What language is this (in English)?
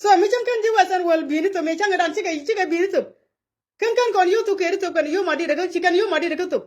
Nuer